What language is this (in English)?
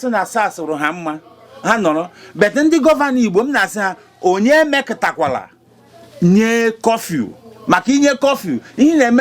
Igbo